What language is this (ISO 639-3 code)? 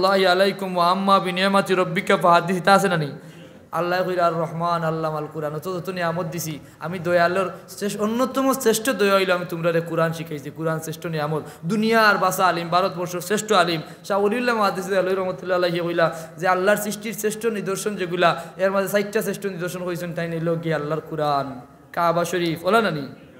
syl